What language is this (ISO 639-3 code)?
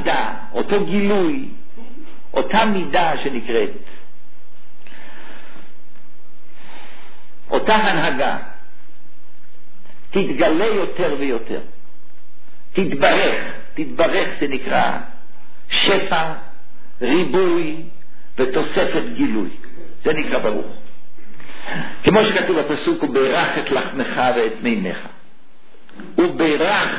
heb